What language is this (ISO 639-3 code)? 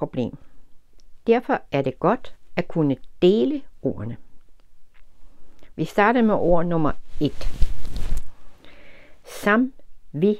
dan